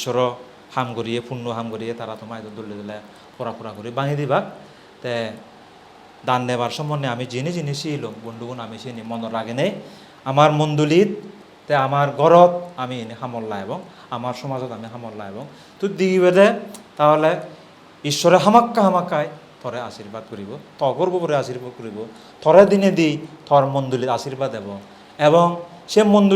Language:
Chakma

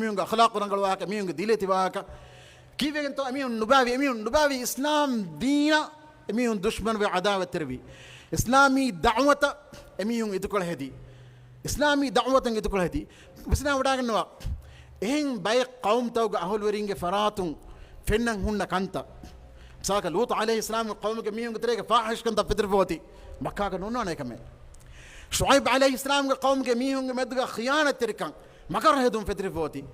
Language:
Divehi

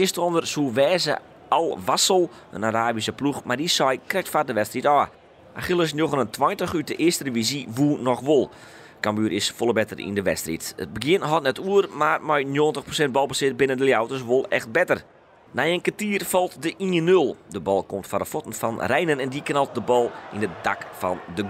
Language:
Western Frisian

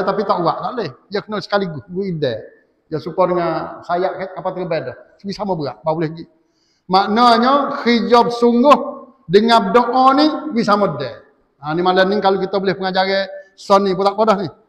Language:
Malay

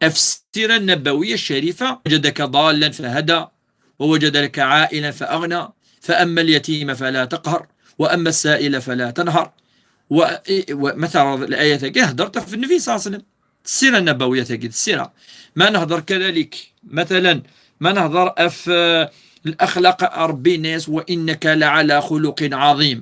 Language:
Kabyle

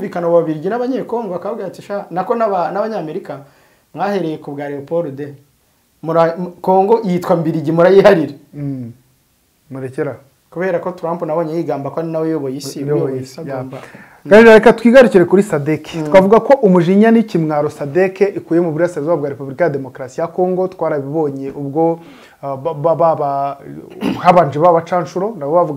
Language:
Kinyarwanda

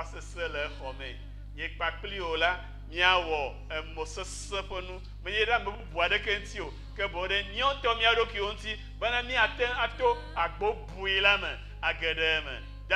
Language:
Ewe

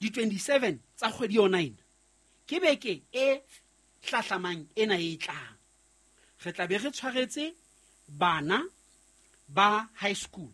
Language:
Southern Sotho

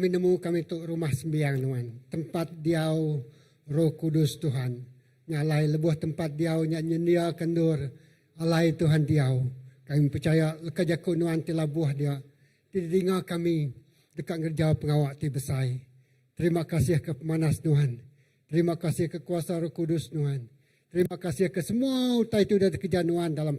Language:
Iban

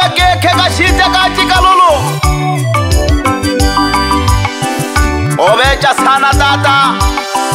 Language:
Swahili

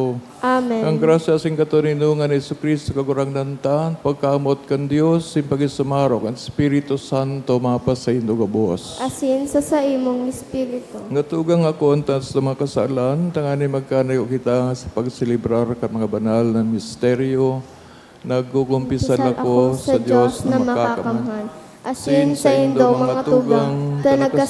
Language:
Bikol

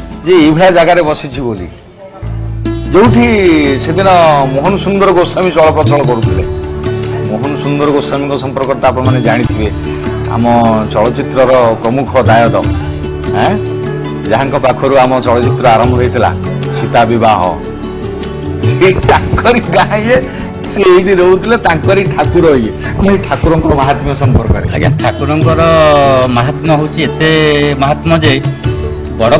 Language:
Odia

